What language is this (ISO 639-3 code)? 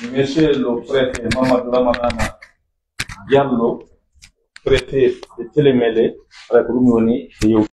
fuf